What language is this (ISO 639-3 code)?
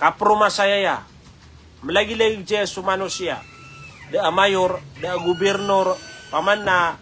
mrw